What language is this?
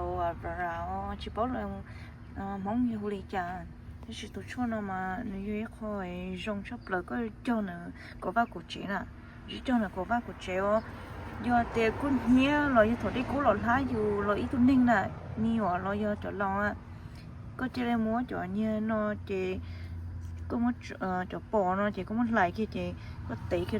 Hmong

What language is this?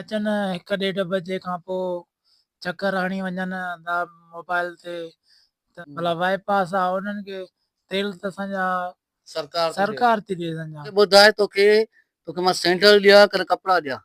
Sindhi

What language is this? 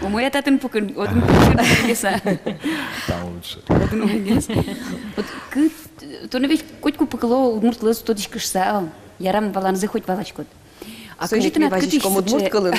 Udmurt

